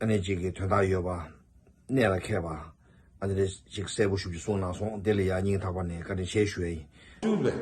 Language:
Tibetan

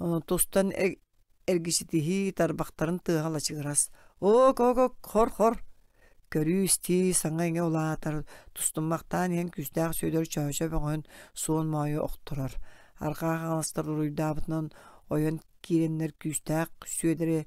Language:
Yakut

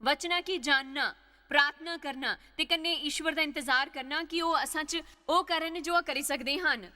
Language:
Dogri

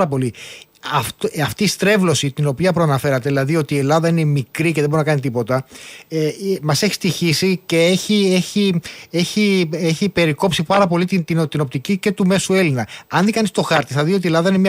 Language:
Greek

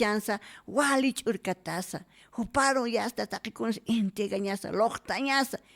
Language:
Aymara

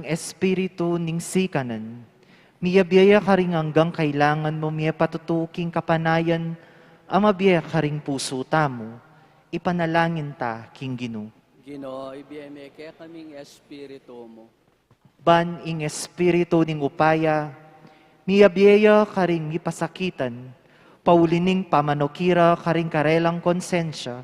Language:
Pampanga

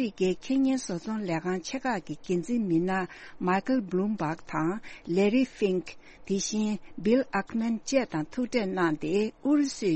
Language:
Tibetan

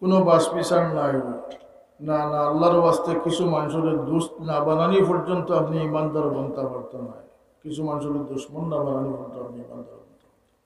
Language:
Sylheti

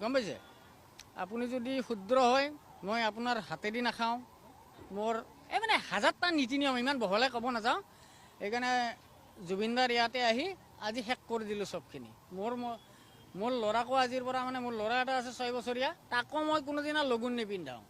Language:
Assamese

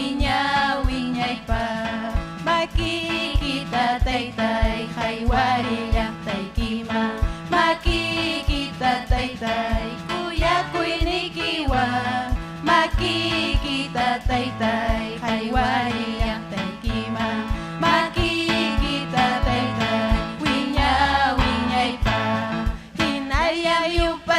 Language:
Ayacucho Quechua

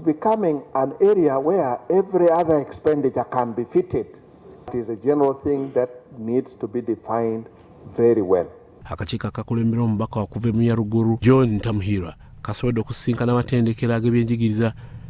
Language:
Ganda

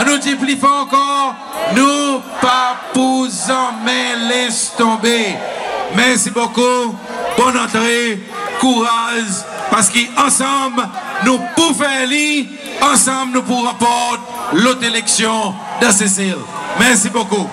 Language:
Seselwa Creole French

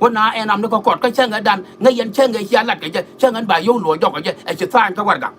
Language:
Nuer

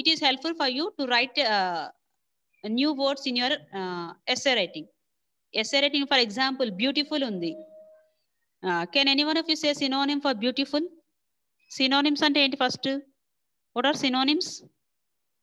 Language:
Telugu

